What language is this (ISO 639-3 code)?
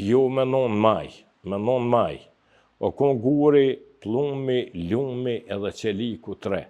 sqi